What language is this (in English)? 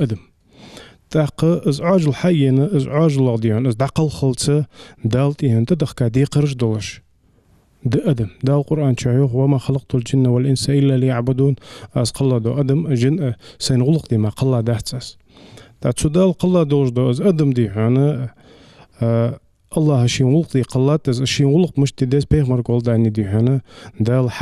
Ingush